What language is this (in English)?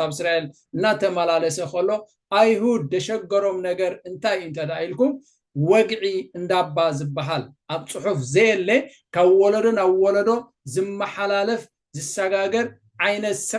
Tigrinya